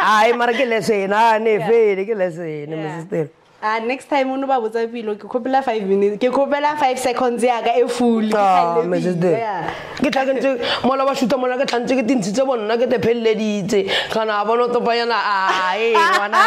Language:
Shona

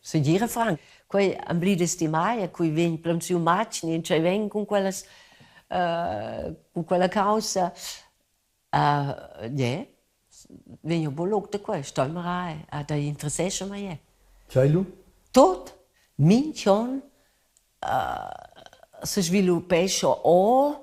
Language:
Romansh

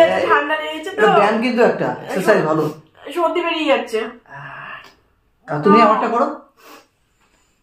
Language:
Bangla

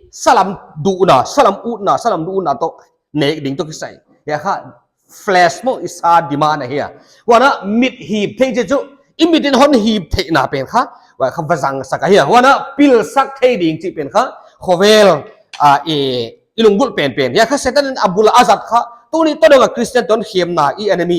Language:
Paite Chin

